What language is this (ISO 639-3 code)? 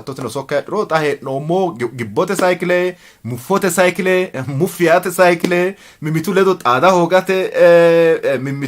sid